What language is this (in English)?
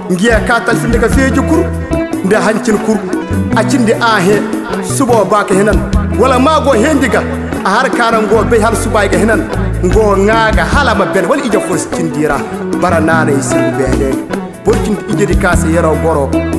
Koyraboro Senni